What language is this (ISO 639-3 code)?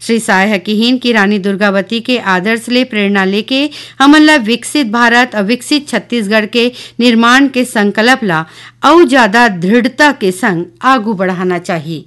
hne